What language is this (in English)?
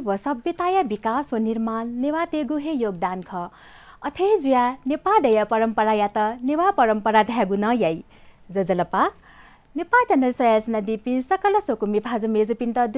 Newari